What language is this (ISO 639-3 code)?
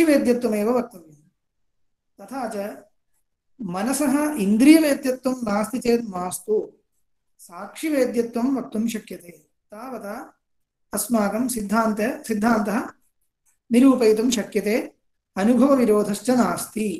san